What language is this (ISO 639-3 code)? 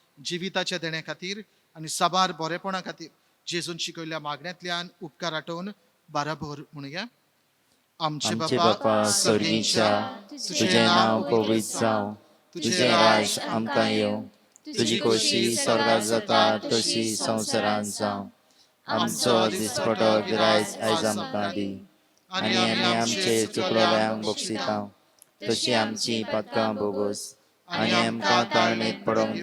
kok